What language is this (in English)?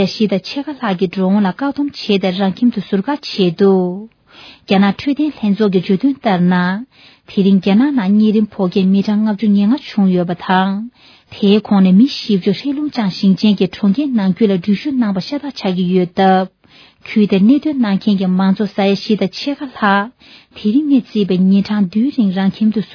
Tibetan